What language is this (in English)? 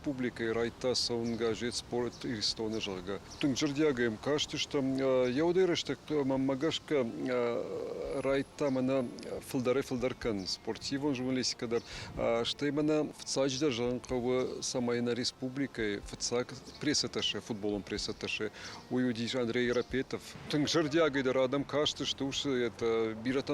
Ossetic